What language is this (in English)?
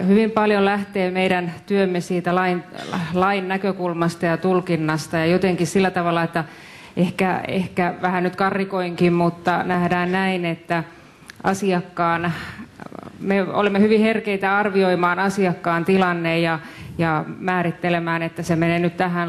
Finnish